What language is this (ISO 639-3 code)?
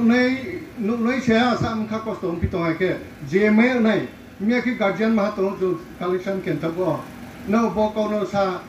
ria